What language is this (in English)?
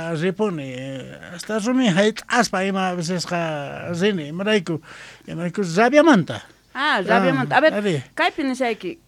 South Bolivian Quechua